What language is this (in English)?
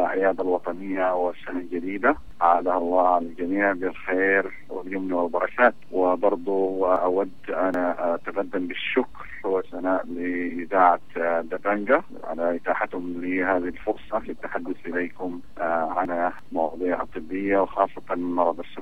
Sudanese Arabic